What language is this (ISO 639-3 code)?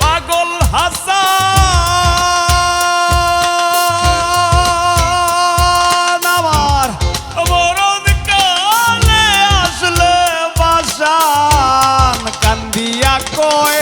syl